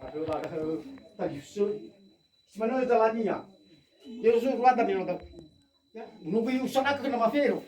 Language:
Nias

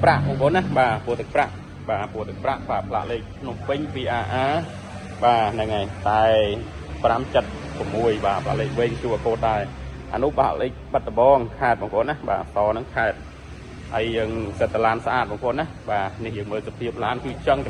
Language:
Khmer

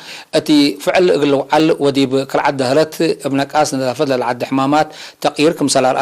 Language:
Tigre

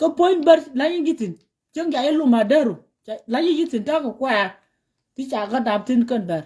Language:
Nuer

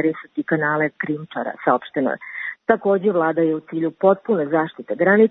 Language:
Serbian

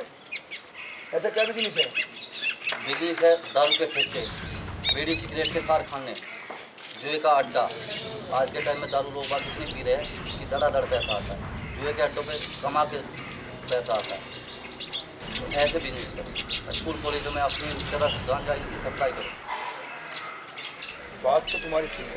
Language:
Hindi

